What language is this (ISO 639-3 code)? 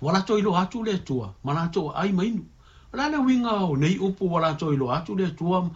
smo